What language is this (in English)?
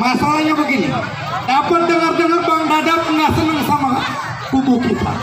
Betawi